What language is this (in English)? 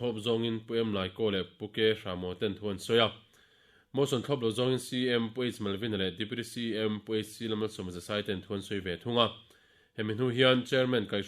Mizo